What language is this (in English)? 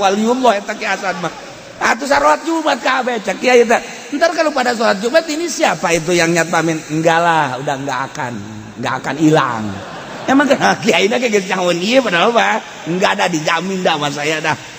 Sundanese